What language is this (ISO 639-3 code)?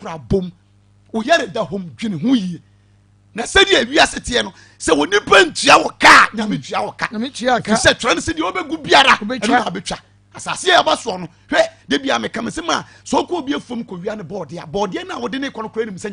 aka